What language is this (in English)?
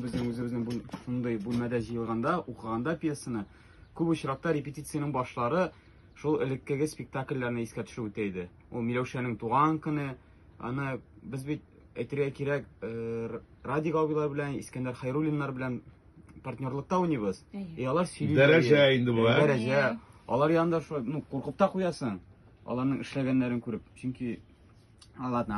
Tatar